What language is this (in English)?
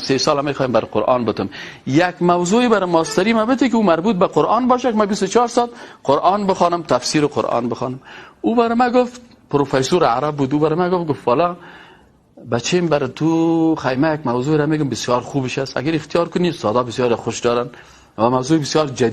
Persian